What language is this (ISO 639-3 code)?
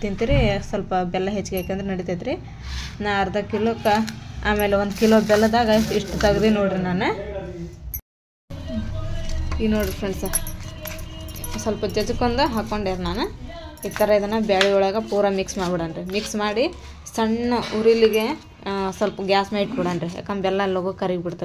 kan